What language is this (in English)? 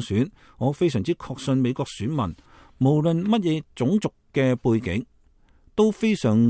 Cantonese